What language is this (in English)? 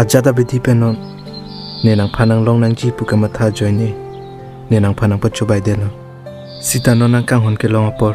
Karbi